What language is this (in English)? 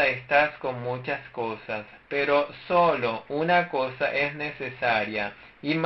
Spanish